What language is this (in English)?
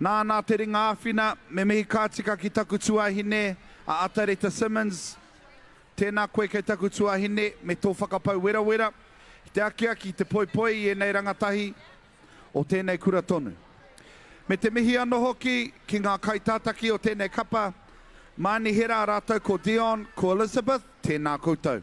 Māori